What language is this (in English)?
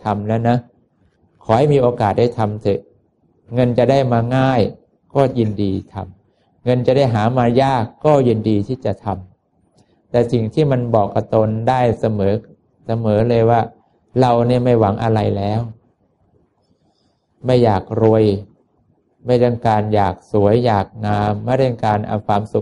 Thai